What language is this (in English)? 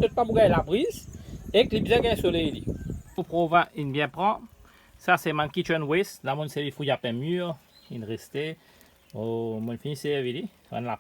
Morisyen